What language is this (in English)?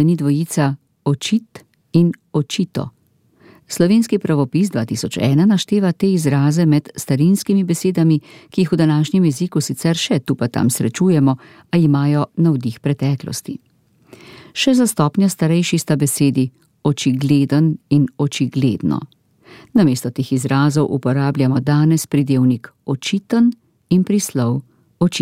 Slovenian